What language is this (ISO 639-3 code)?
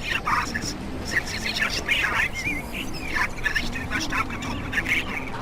bar